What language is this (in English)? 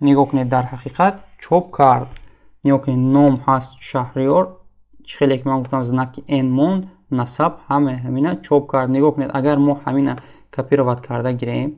Tajik